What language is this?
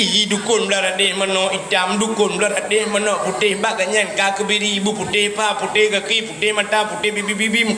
Achinese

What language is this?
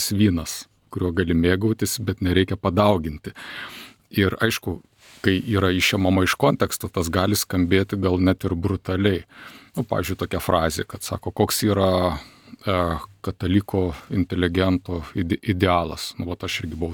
Lithuanian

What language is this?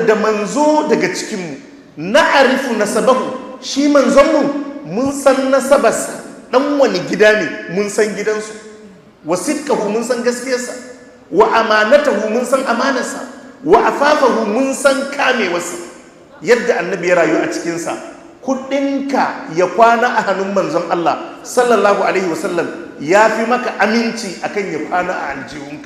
Hausa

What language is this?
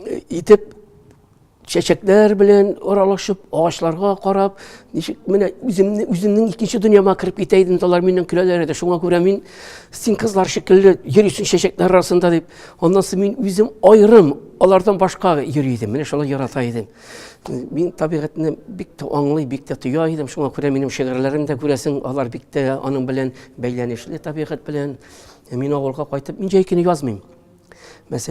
Tatar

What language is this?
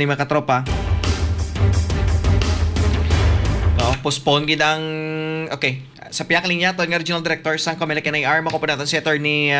Hiligaynon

